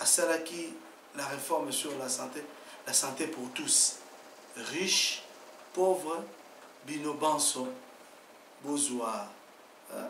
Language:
Lingala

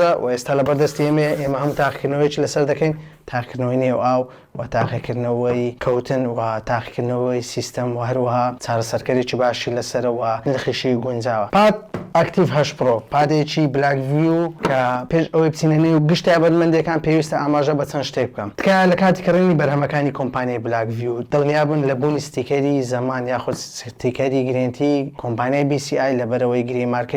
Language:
Central Kurdish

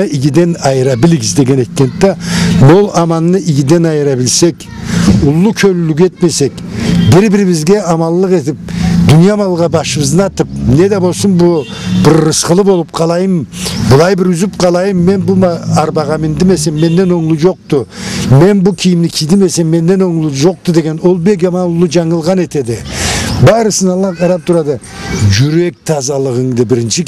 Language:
Karachay-Balkar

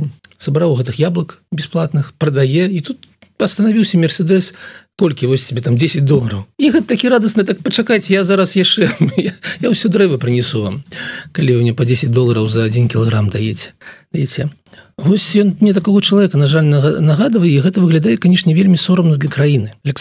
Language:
Belarusian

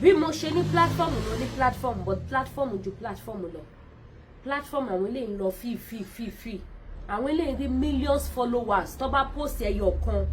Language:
Yoruba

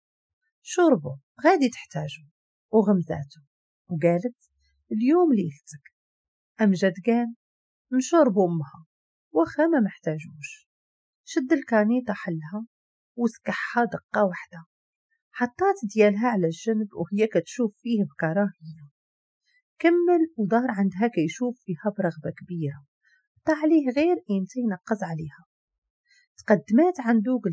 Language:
Moroccan Arabic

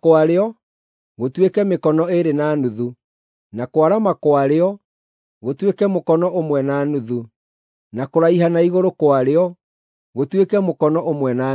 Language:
Kikuyu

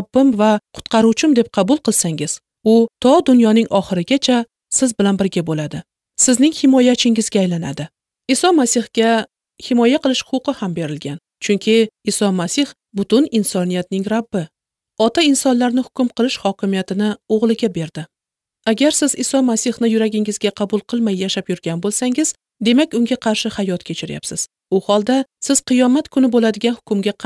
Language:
Uzbek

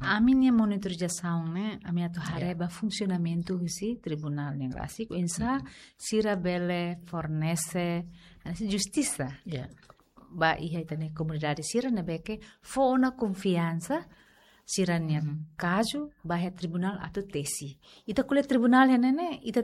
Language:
Tetum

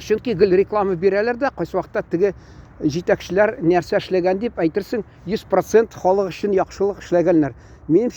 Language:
Tatar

